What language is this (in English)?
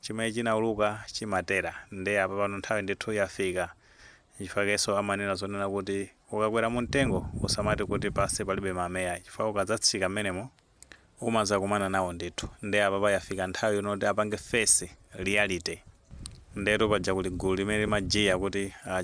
Nyanja